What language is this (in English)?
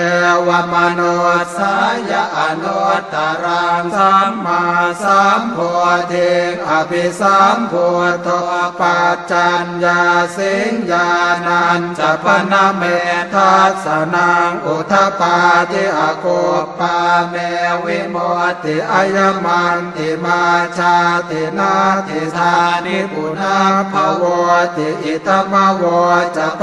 Pali